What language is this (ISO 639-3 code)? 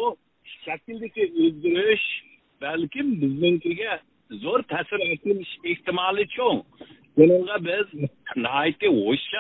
uig